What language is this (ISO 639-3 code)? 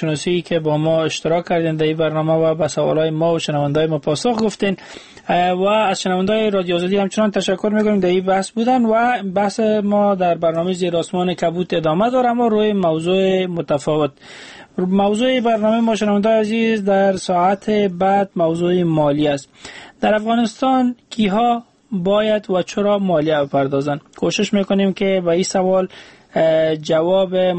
fas